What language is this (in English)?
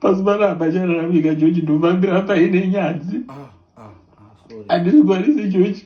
Shona